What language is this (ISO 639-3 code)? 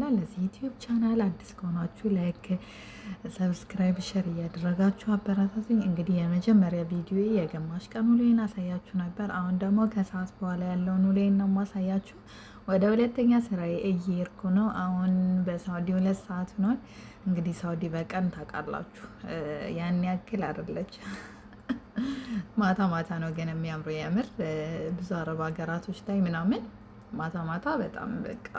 amh